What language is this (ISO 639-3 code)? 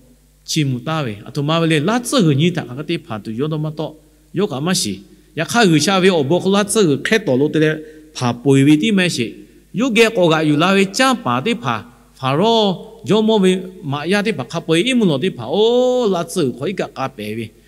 lhu